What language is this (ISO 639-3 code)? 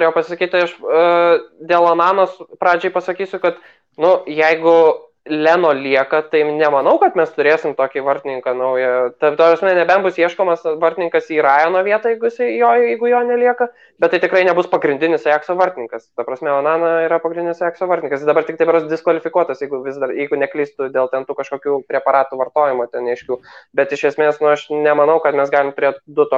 lit